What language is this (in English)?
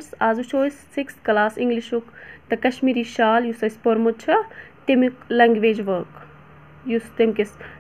Kashmiri